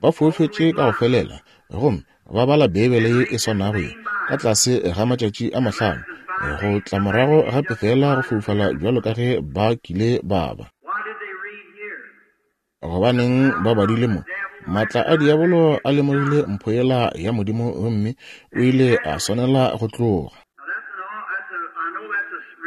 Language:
Northern Sotho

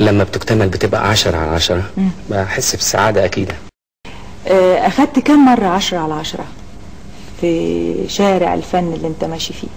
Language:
Egyptian Arabic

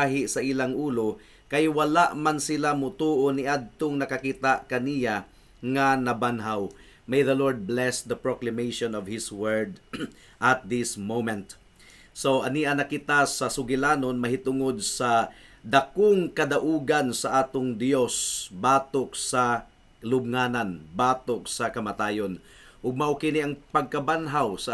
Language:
Cebuano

